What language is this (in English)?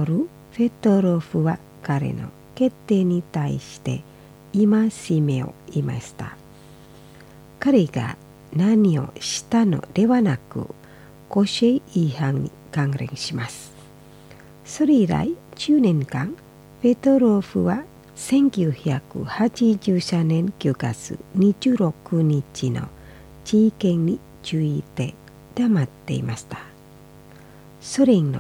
Japanese